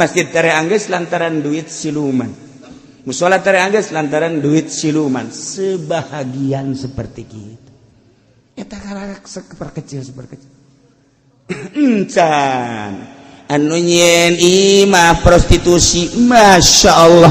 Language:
Sundanese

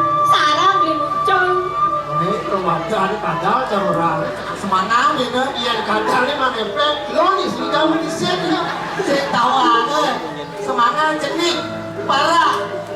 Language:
Balinese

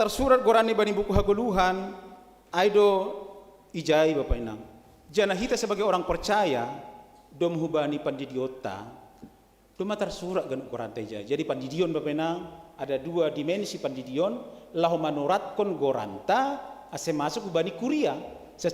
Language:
Batak Simalungun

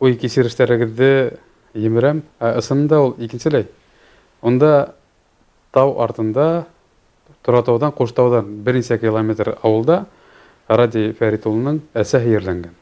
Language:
Bashkir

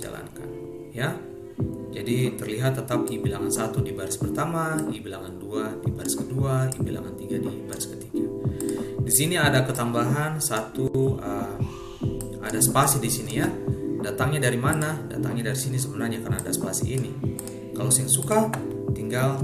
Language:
Ambonese Malay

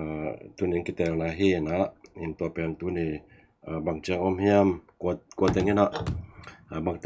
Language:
Tedim Chin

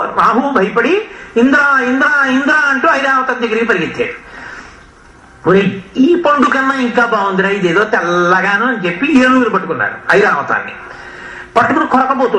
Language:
Telugu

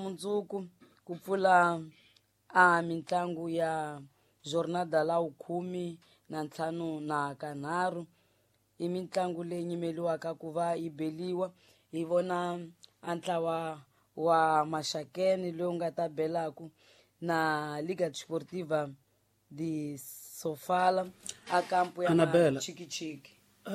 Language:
Tsonga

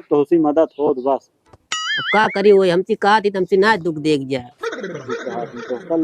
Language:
Awadhi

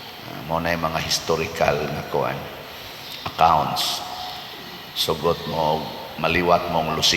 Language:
Cebuano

